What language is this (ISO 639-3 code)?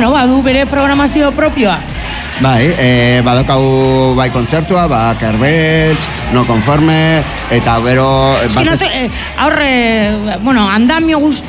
eus